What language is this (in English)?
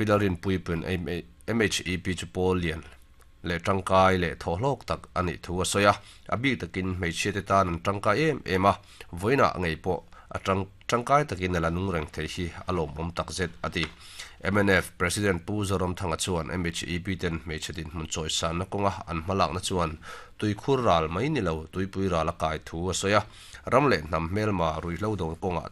Mizo